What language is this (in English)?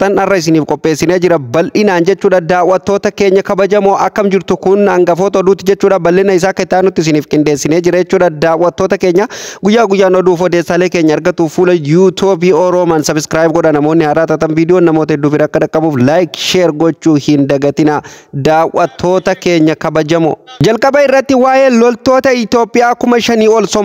Oromo